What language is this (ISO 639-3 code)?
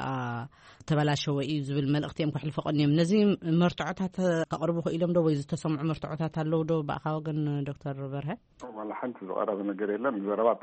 tir